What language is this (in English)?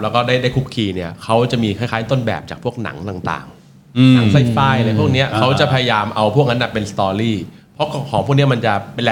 Thai